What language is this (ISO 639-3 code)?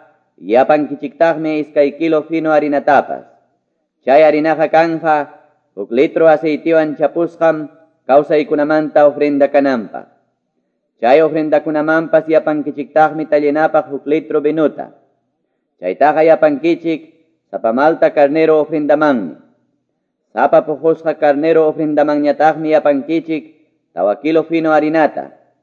que